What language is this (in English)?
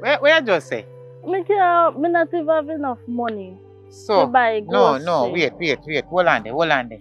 Jamaican Creole English